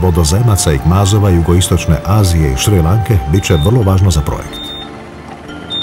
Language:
Croatian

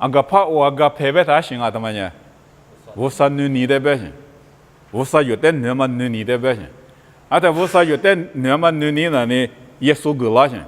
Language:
Lisu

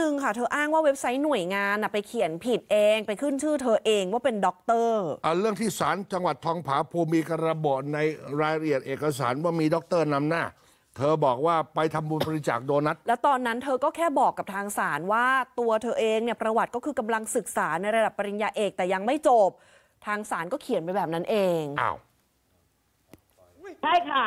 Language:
Thai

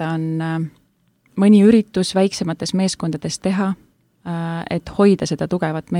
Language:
Estonian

